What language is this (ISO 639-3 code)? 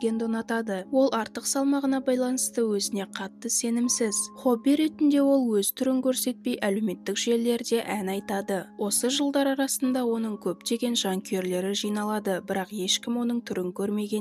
kaz